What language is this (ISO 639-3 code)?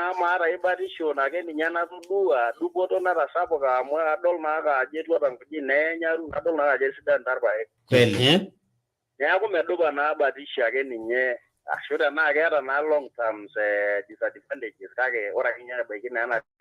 mas